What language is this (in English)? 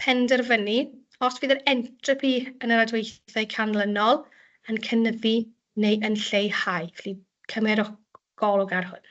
Welsh